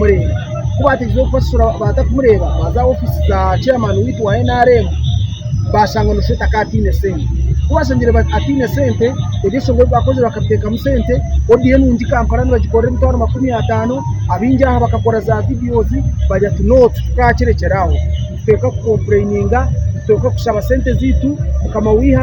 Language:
Nyankole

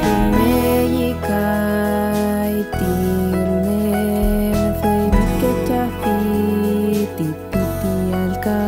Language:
Mapuche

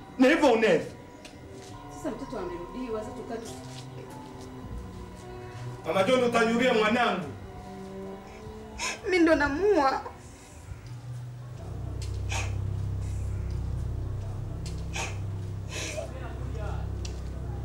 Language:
Swahili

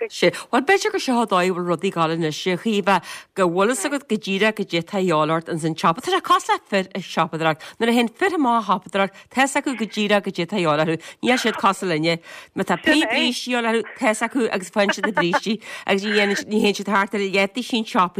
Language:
Irish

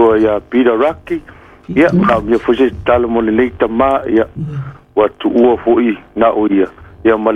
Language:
Samoan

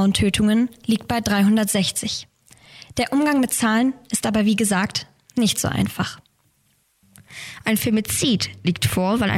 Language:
German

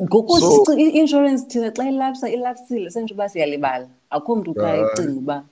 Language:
Xhosa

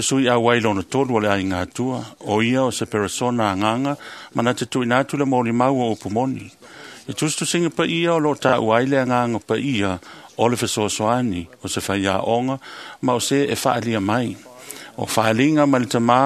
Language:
Samoan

